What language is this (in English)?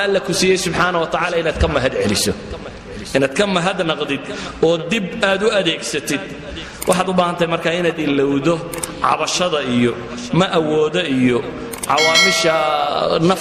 Somali